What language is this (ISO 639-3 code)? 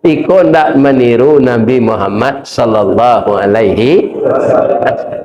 min